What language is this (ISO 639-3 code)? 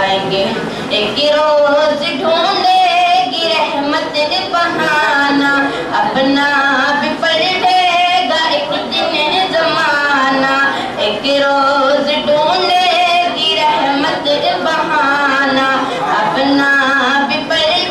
urd